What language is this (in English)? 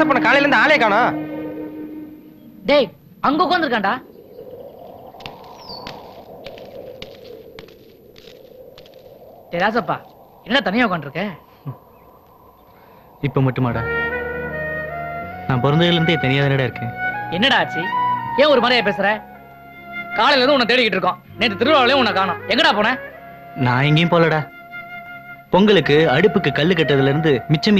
Tamil